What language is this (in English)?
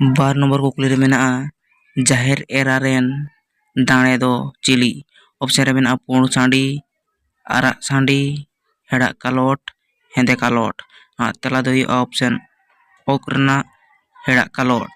Santali